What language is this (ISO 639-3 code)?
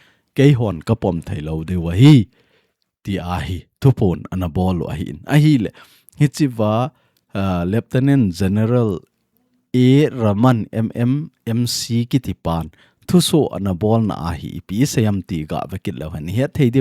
tcz